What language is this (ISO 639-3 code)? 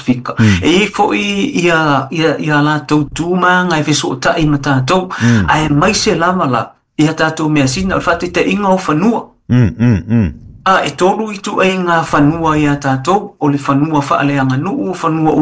smo